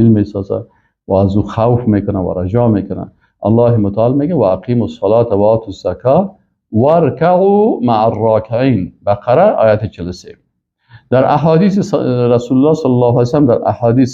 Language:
Persian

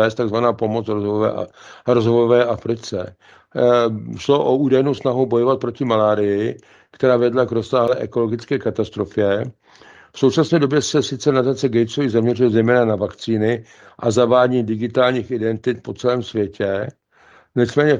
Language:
Czech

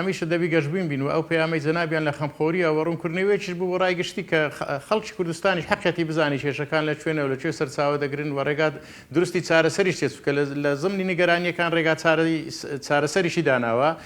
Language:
Central Kurdish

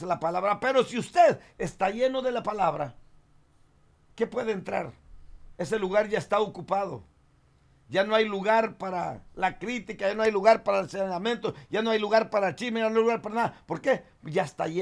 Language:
Spanish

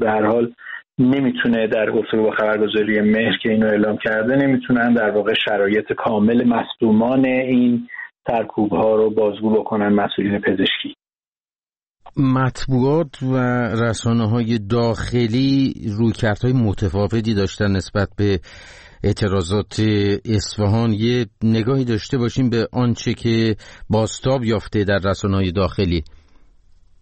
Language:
Persian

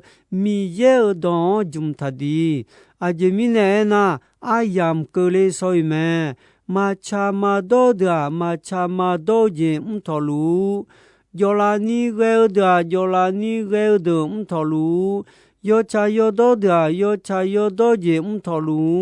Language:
Akha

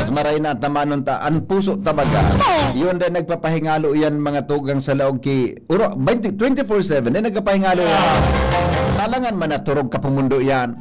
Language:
Bikol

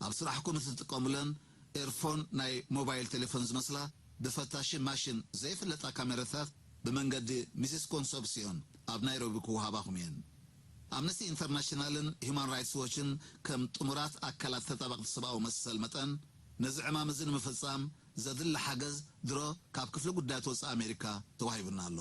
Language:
Tigrinya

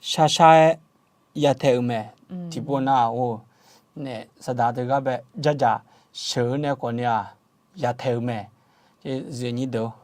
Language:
Akha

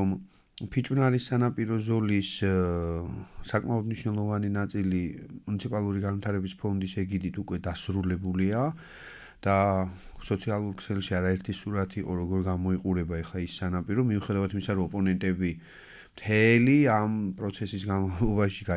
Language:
Georgian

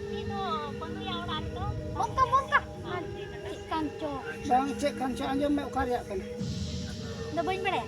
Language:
Santali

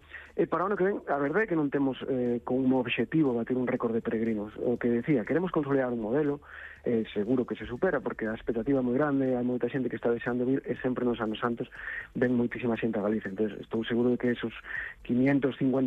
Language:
Galician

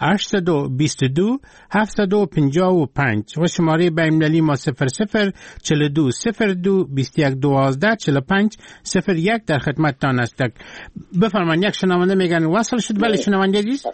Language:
Persian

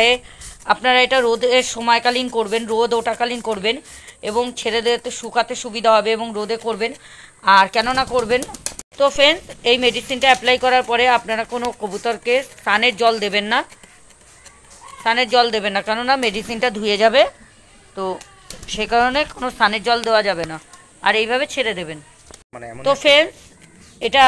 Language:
Bangla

